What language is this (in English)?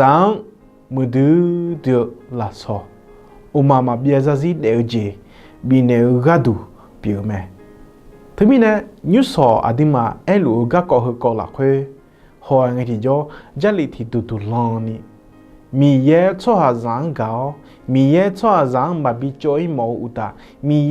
Akha